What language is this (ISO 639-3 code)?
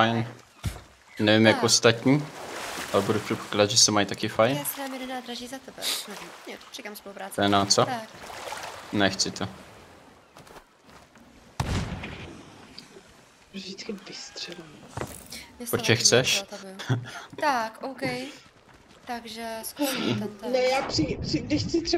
ces